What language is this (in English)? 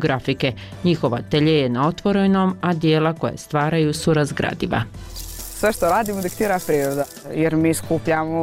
Bosnian